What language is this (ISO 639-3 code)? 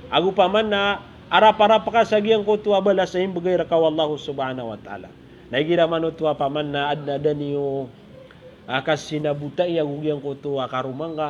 mrw